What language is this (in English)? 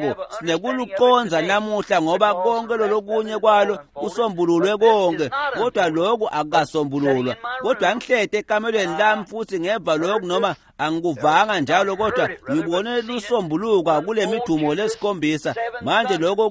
Swati